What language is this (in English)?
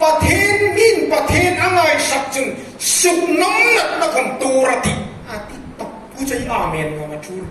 Hmar